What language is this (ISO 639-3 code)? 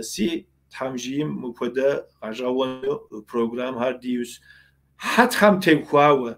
kbd